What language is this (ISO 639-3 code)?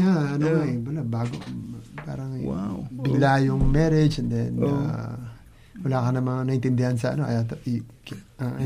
fil